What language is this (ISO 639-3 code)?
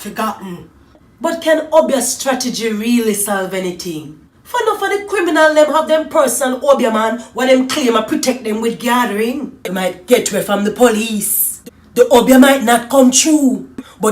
jam